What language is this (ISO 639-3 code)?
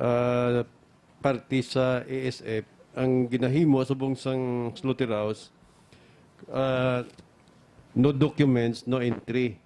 hil